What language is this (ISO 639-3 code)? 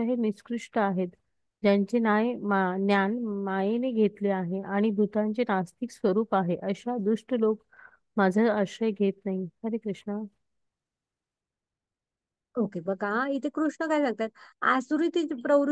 mar